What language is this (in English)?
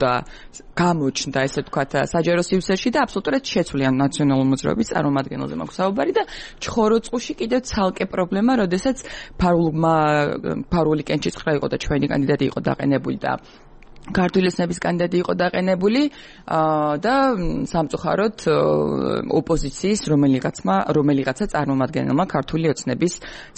Georgian